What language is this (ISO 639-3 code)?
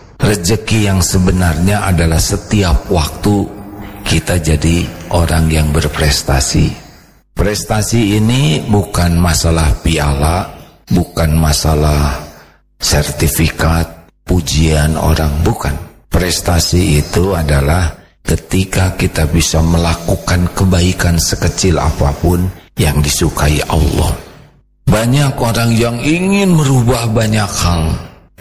ind